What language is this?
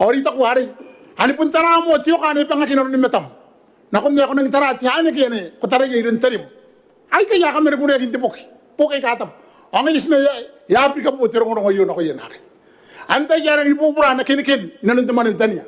Gilbertese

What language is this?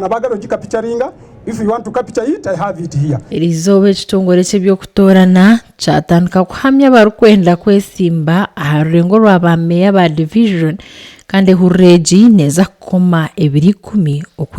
Nyankole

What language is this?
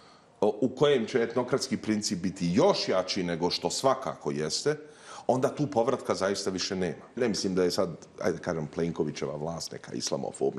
Bosnian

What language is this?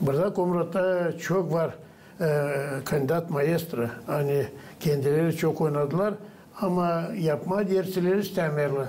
Gagauz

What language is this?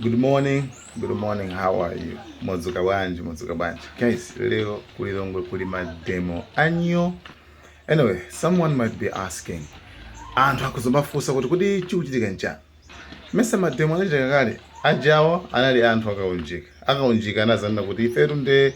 Nyanja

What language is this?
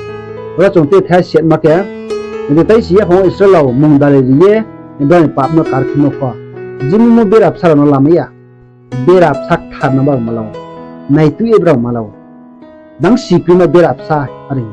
Riang (India)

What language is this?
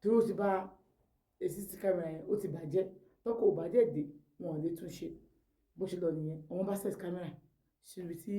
Yoruba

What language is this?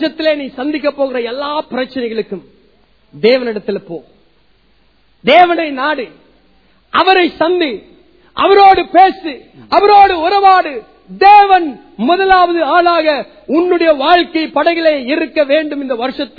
Tamil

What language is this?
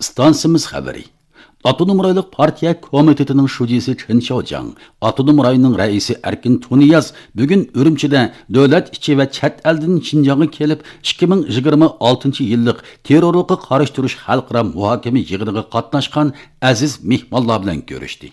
Uyghur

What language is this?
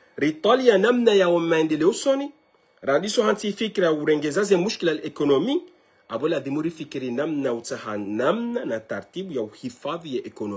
Ngazidja Comorian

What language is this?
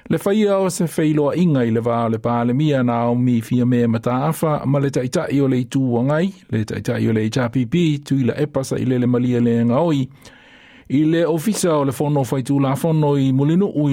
Samoan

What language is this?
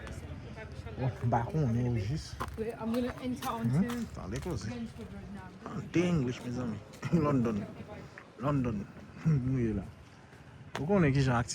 Haitian Creole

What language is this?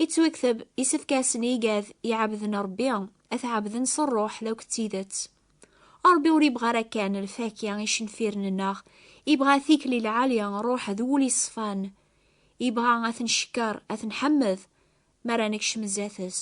Kabyle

